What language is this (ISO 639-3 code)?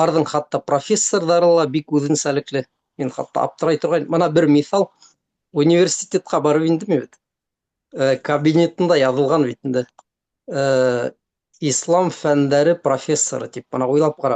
bak